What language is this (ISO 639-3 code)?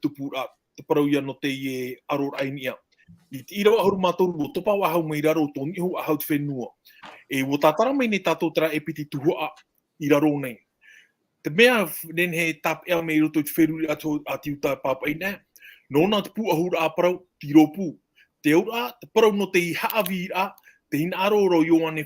tah